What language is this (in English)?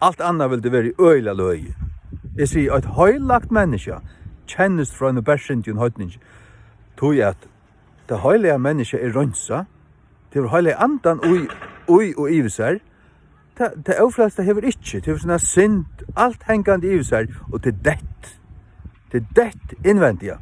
Faroese